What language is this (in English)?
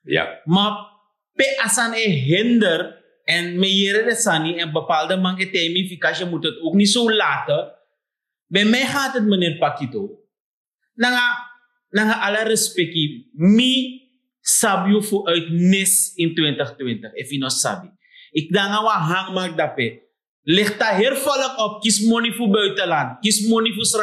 Sranan Tongo